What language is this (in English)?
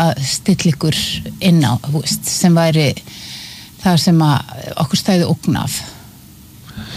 Icelandic